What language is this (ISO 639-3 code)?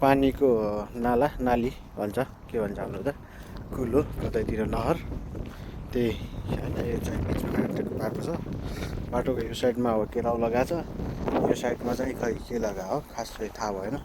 nep